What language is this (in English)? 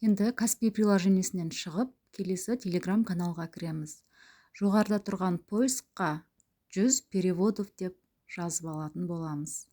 Kazakh